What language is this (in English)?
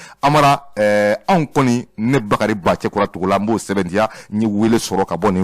Bambara